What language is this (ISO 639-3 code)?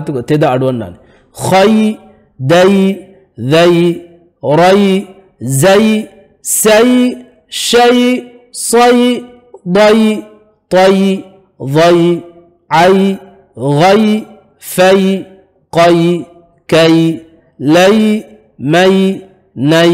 div